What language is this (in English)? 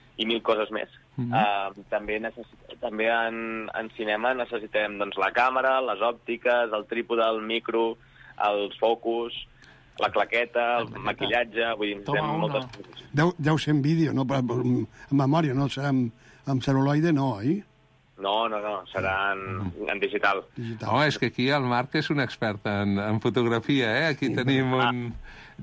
Catalan